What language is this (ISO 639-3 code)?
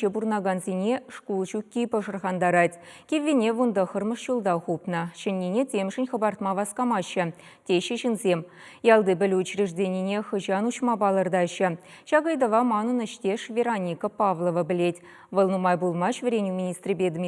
chv